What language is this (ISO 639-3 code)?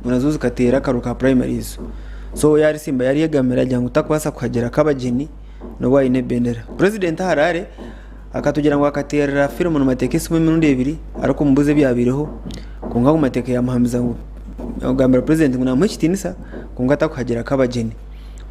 nyn